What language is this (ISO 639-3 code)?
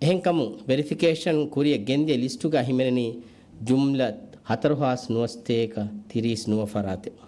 div